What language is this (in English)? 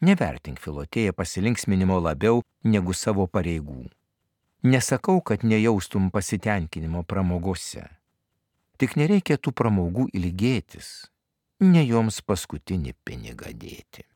Lithuanian